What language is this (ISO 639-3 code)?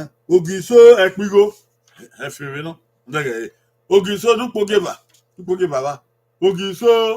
bin